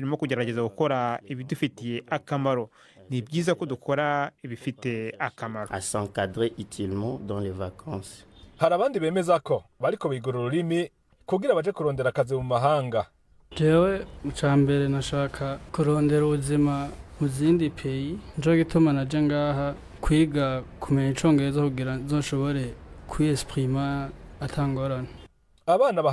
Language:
Rundi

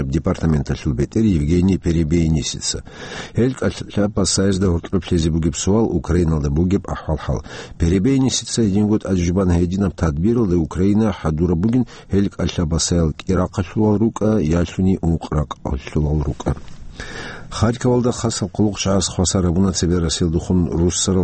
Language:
Avaric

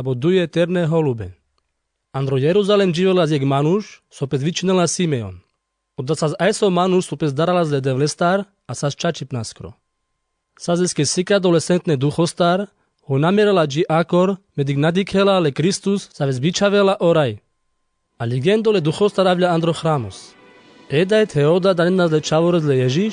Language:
Carpathian Romani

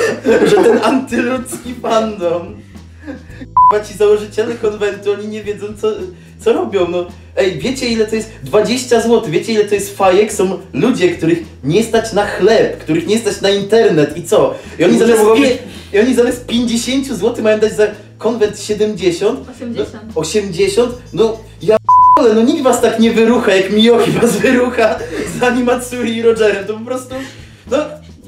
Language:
Polish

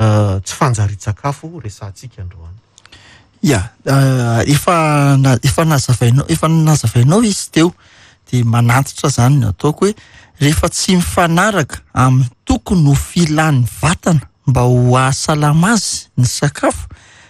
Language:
Malagasy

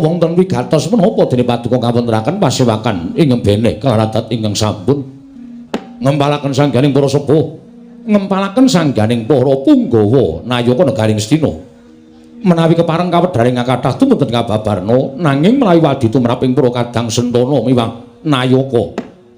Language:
Javanese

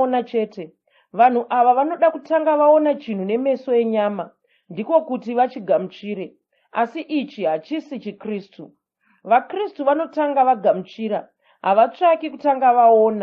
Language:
Shona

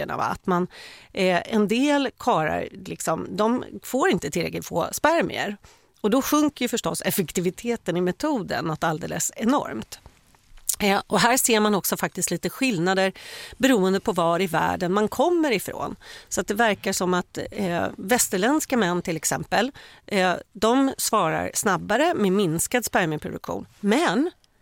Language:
Swedish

